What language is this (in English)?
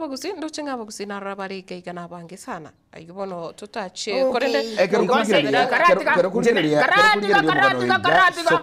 Gusii